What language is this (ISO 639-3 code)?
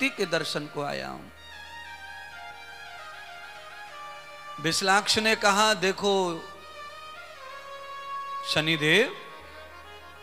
hin